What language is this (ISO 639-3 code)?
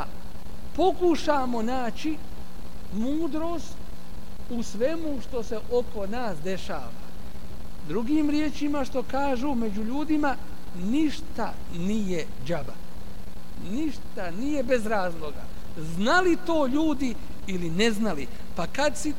bos